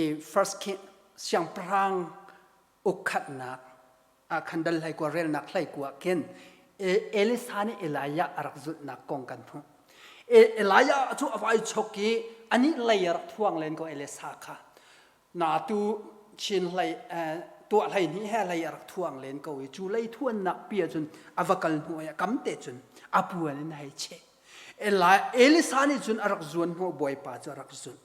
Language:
Hakha Chin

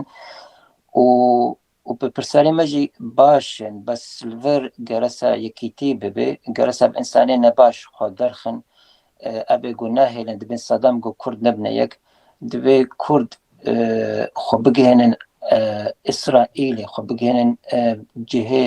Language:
Kurdish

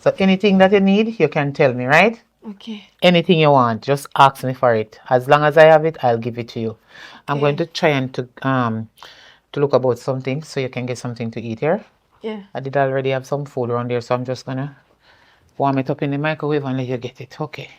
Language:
Jamaican Creole English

